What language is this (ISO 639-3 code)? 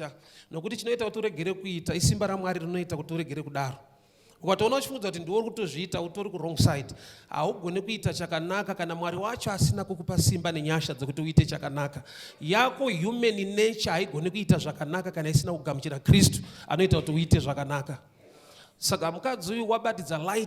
sna